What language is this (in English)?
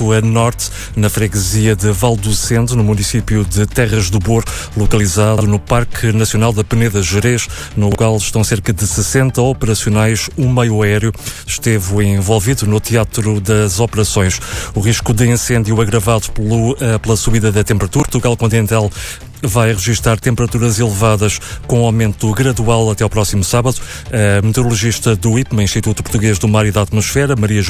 Portuguese